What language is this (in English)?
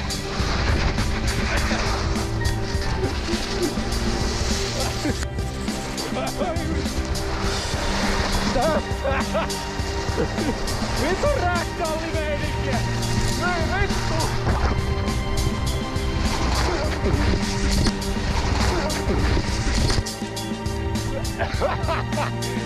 Finnish